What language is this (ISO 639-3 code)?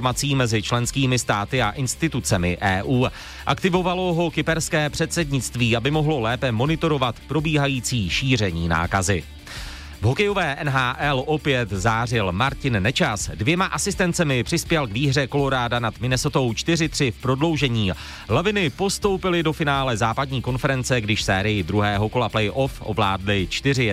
ces